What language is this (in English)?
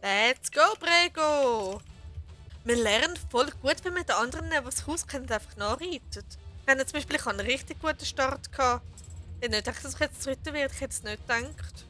Swiss German